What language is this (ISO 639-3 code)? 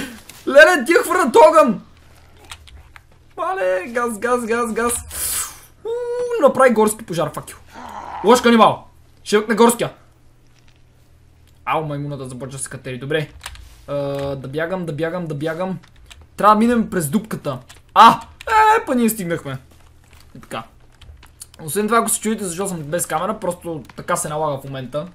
bul